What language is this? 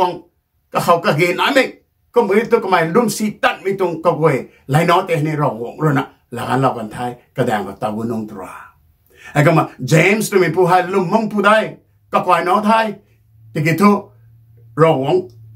Rongmei Naga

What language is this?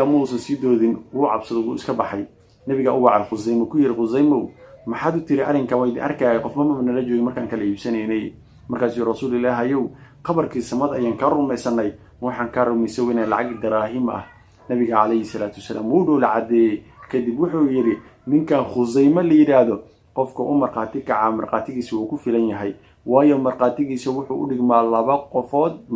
Somali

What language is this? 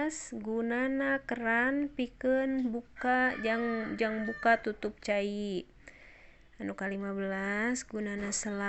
Sundanese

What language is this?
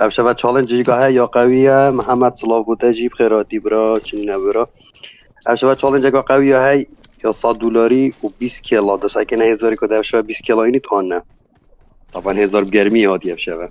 Kurdish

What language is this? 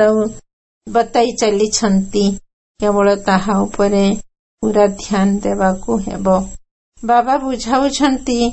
Odia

